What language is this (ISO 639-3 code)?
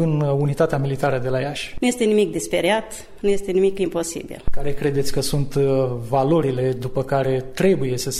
ron